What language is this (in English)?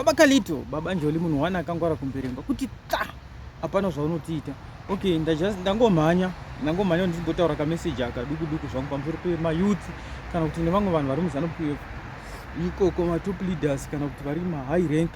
Shona